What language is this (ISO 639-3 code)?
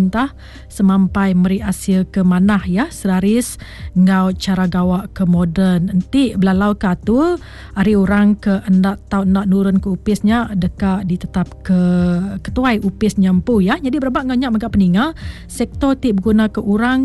iba